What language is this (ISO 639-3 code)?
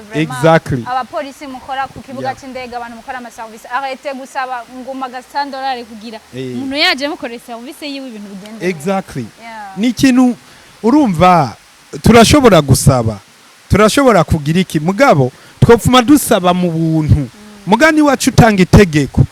run